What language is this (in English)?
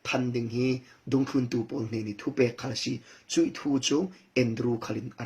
Falam Chin